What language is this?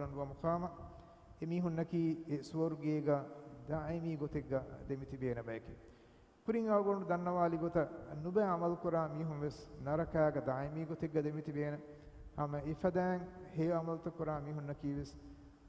Divehi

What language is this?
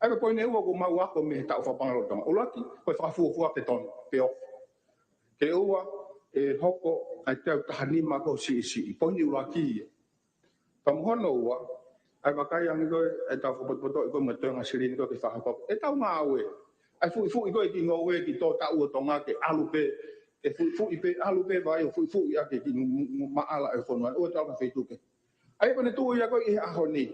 Tongan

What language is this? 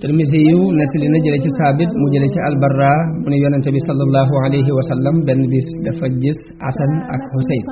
Wolof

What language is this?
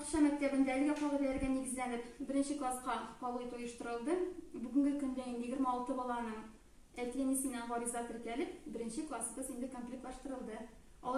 Tatar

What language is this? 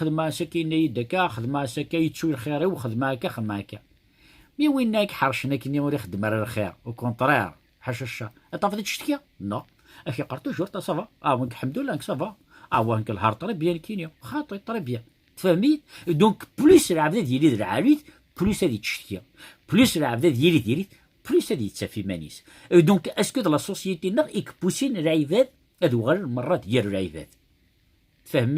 Kabyle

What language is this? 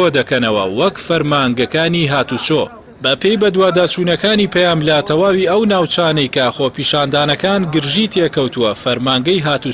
Central Kurdish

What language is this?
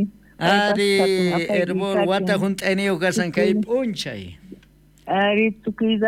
South Bolivian Quechua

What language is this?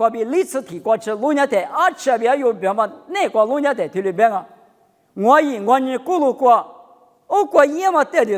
Lisu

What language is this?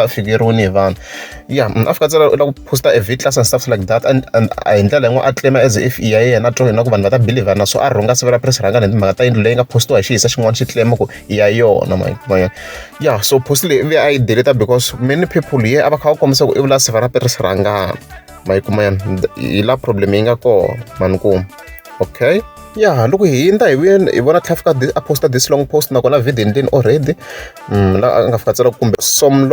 Tsonga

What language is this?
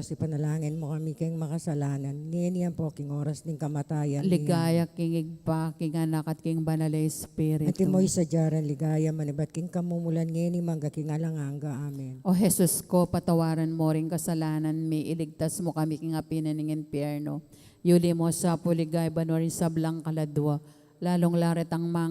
Pampanga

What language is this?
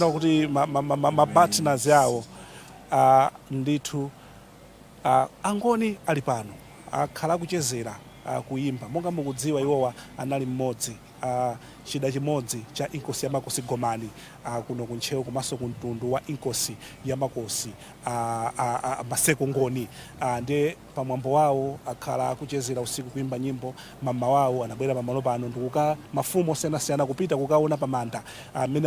Nyanja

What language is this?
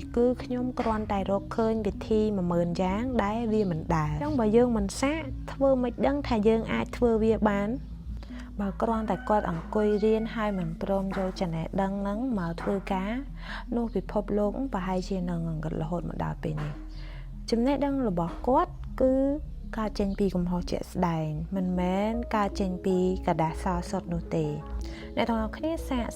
Khmer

